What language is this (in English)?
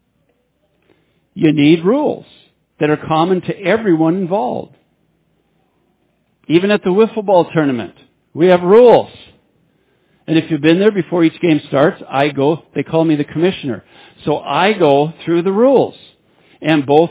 English